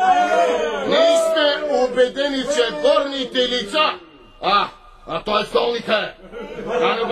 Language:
Bulgarian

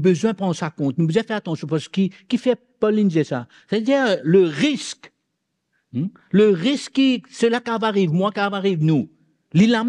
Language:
Morisyen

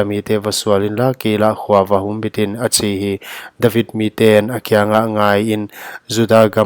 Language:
Paite Chin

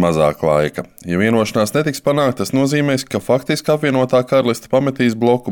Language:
Latvian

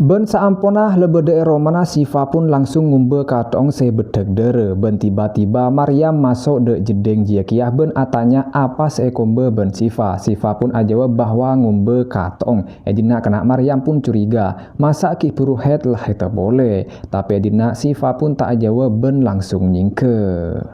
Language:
Madurese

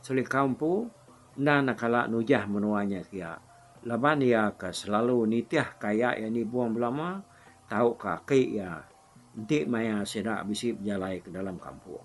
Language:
Iban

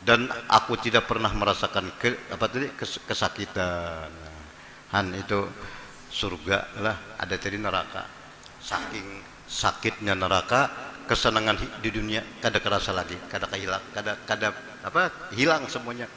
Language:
Banjar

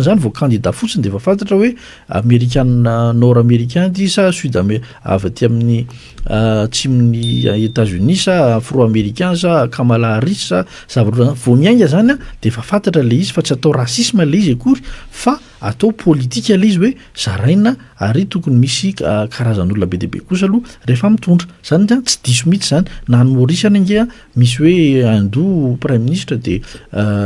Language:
Malagasy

